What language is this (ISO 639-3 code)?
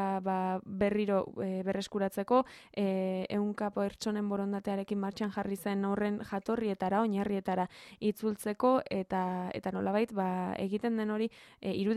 eus